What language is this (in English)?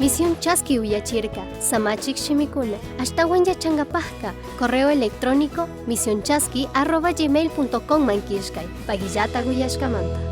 Chimborazo Highland Quichua